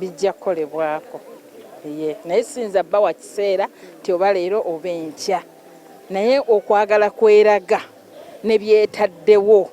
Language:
Ganda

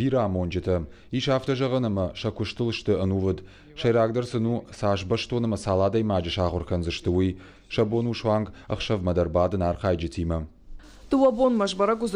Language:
Ossetic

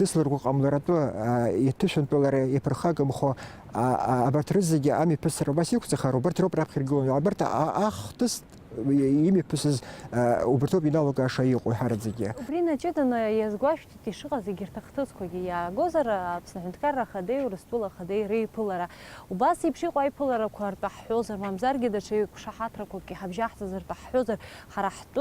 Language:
Abkhazian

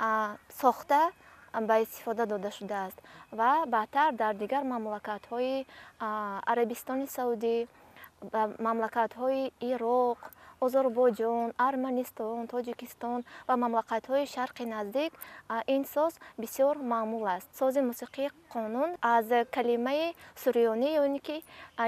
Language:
Tajik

